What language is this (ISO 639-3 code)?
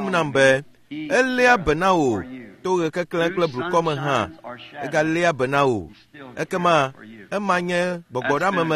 ewe